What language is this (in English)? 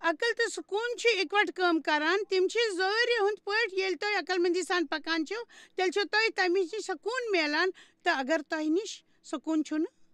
Kashmiri